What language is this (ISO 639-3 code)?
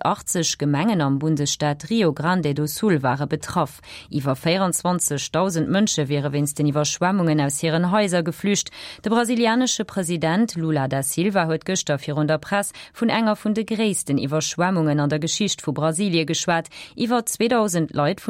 ltz